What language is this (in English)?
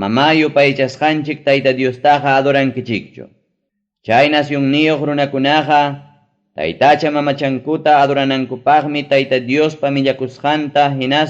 Ayacucho Quechua